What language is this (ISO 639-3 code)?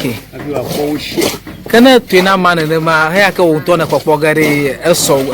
ewe